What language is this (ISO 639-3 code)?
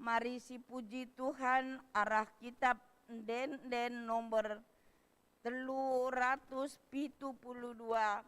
btx